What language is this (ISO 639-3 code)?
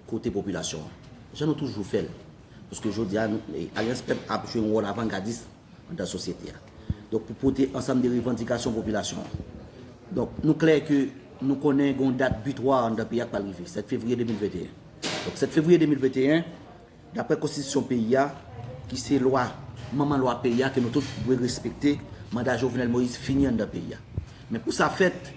hat